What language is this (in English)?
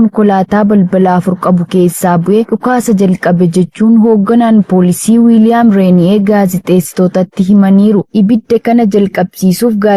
Oromo